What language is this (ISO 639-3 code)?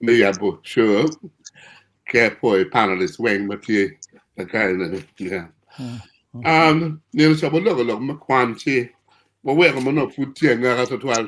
ach